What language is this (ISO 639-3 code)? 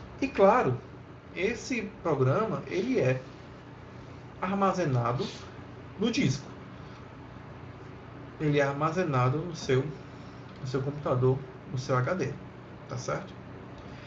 por